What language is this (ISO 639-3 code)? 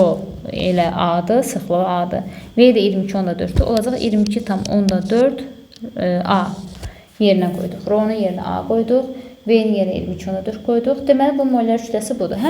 aze